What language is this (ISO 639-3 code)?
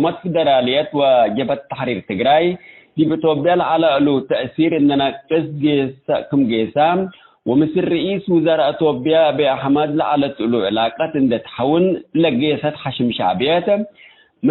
tig